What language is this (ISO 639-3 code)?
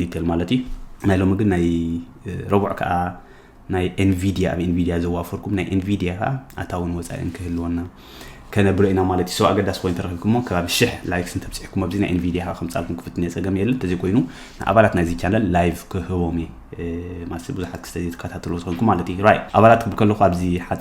tir